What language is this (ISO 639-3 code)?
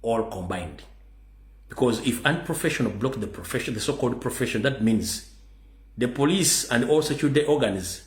lug